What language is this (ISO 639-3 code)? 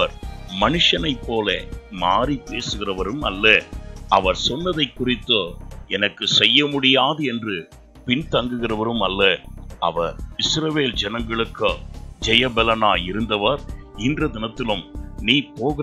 tam